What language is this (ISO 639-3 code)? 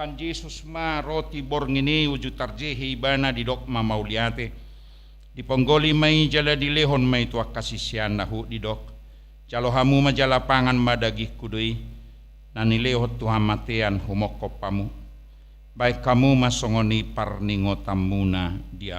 bbc